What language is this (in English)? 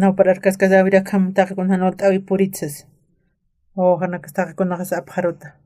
Aymara